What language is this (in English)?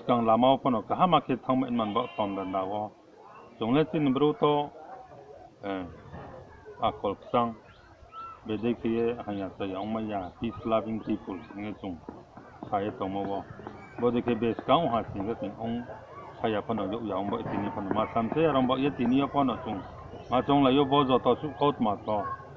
Riang (India)